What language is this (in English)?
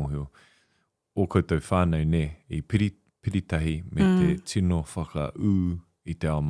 Māori